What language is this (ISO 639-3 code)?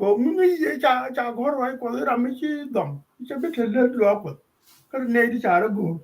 nus